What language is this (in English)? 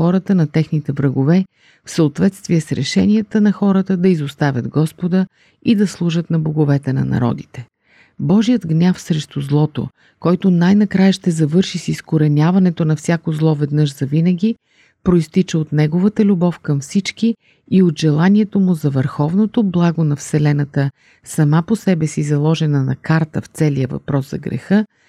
Bulgarian